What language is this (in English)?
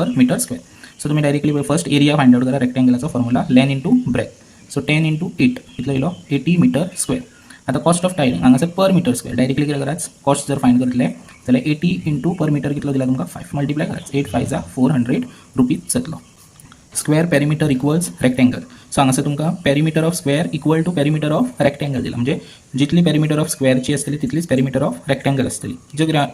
Konkani